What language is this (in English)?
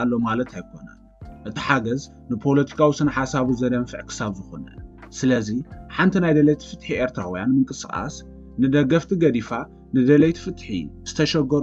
Tigrinya